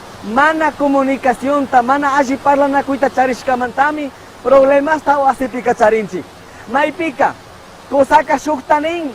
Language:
Chimborazo Highland Quichua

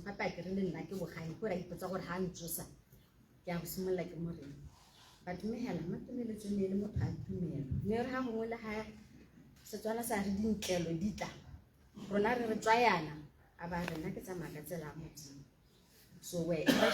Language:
Tswana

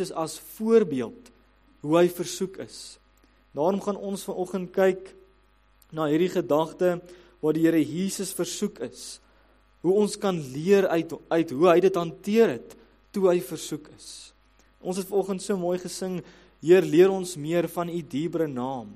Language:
Afrikaans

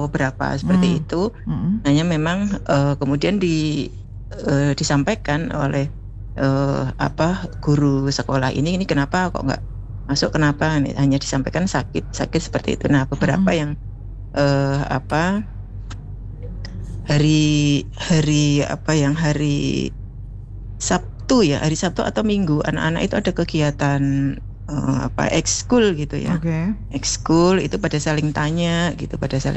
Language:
Indonesian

